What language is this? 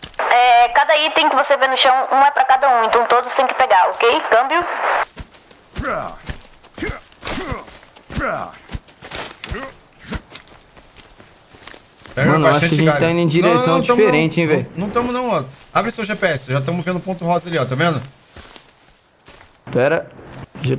Portuguese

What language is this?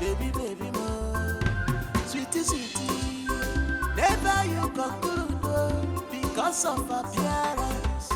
Nigerian Pidgin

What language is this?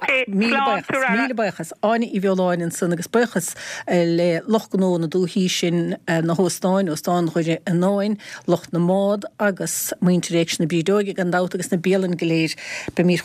Irish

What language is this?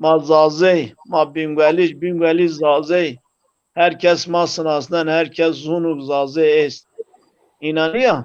Zaza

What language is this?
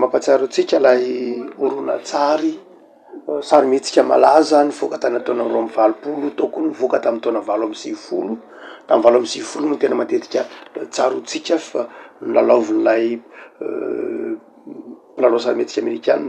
Malagasy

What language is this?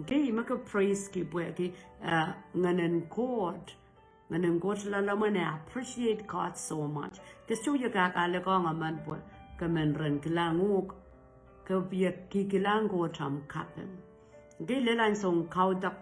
Pohnpeian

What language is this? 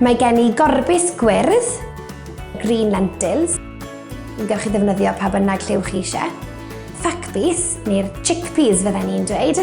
Welsh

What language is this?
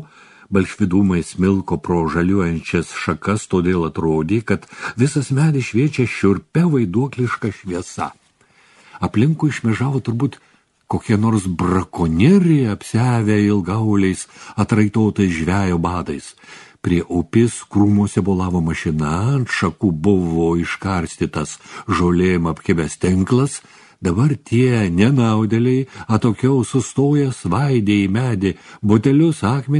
Lithuanian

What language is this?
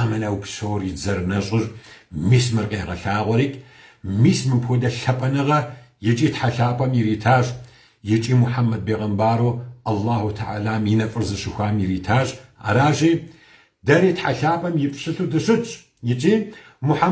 Kabardian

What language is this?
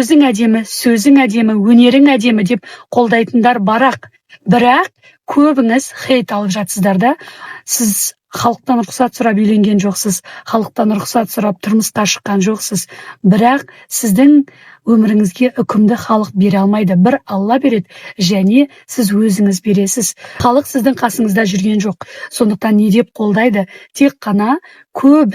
Kazakh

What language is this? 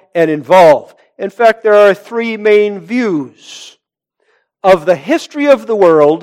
English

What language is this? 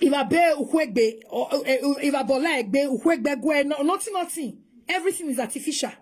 Nigerian Pidgin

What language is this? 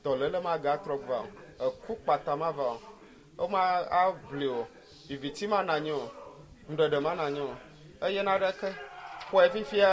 Ewe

